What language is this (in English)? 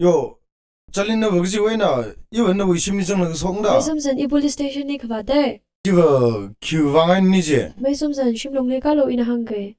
Tangkhul Naga (India)